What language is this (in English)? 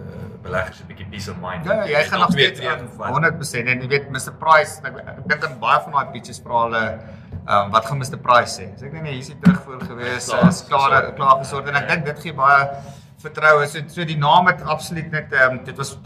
Afrikaans